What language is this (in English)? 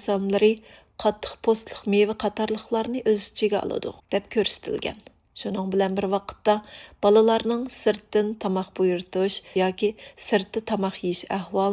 Uyghur